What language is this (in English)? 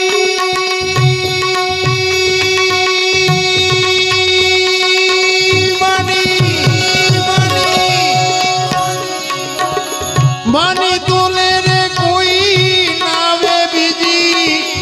Gujarati